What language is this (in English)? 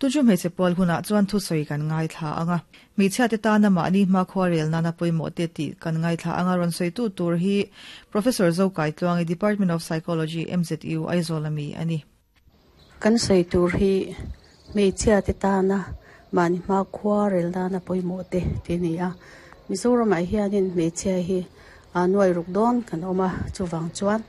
Mizo